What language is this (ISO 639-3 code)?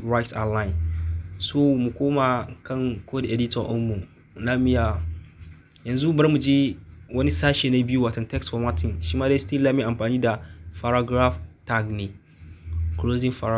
hau